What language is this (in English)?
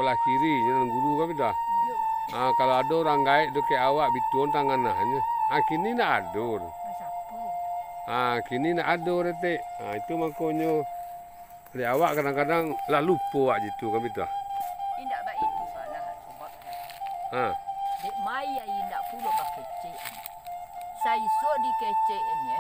Minangkabau